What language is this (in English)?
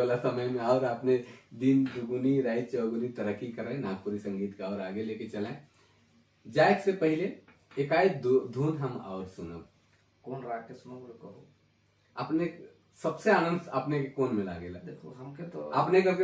Sadri